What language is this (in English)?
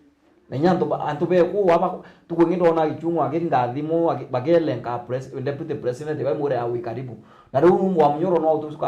Meru